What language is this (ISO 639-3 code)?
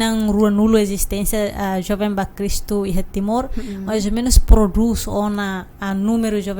tet